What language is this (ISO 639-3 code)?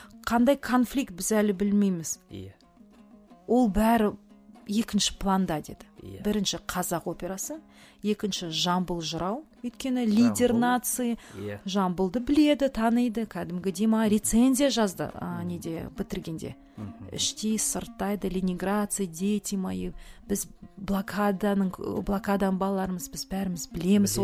kaz